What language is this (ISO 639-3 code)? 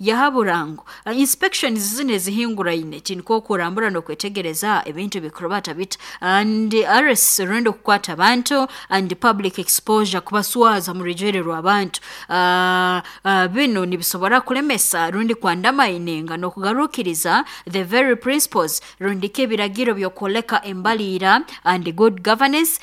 nyo